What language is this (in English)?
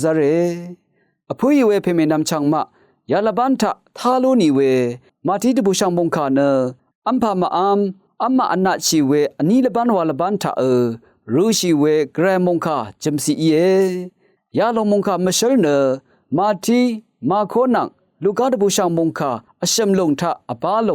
Rawang